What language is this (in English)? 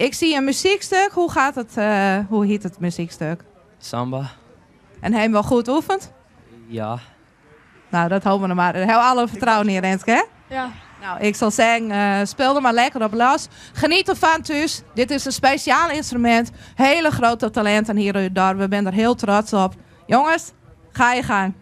Western Frisian